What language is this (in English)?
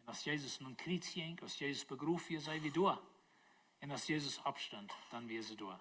Plautdietsch